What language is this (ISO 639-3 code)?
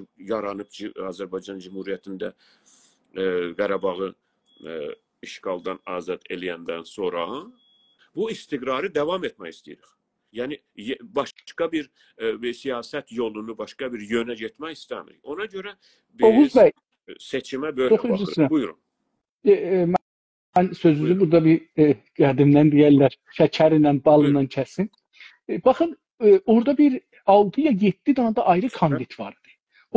azb